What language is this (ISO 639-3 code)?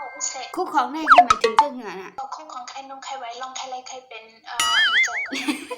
shn